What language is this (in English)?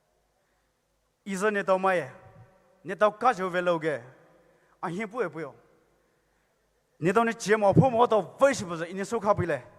Poumei Naga